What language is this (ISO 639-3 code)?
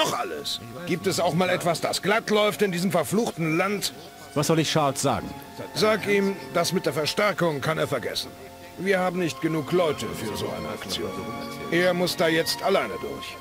bar